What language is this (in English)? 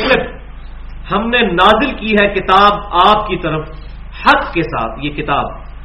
Urdu